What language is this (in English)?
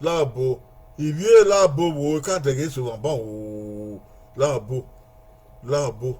Bini